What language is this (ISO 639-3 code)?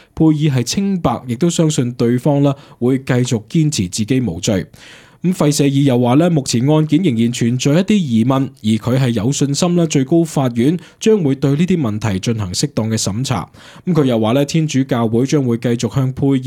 yue